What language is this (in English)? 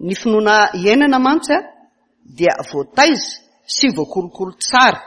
Malagasy